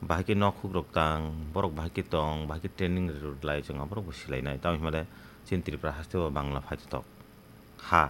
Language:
Kok Borok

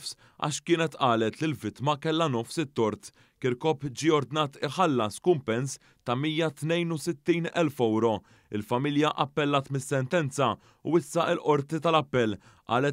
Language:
Maltese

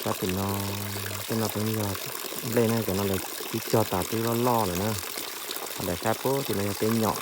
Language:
Hmong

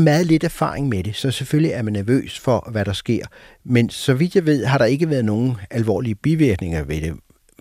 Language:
Danish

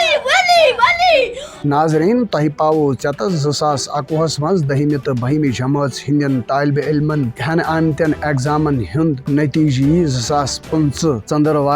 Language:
Kashmiri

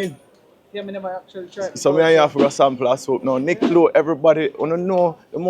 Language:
Jamaican Creole English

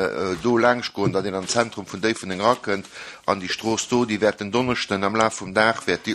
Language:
Luxembourgish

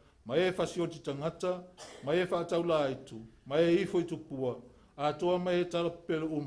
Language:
Samoan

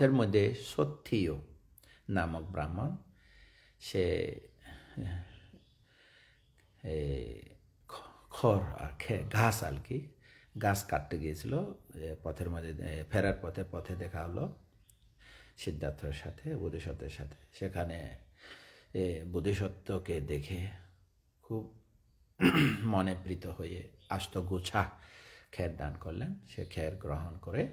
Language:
Bangla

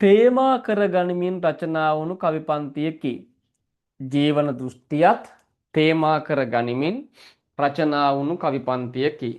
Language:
Sinhala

